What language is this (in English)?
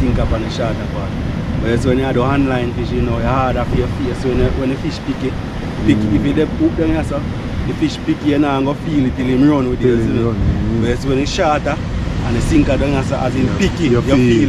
Jamaican Creole English